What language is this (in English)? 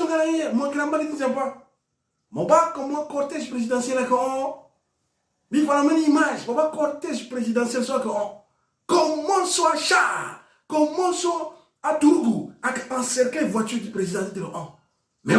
Sango